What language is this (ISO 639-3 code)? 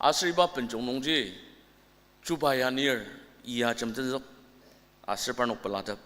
njo